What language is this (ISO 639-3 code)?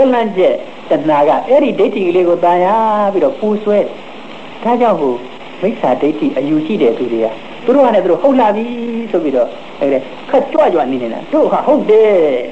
mya